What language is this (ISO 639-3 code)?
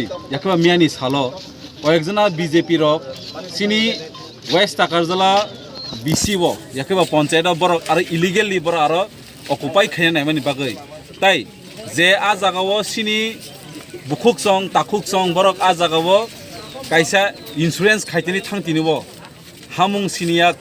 trp